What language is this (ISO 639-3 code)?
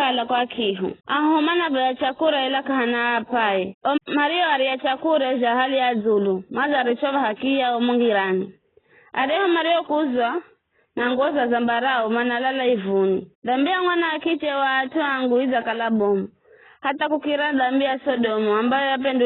nyf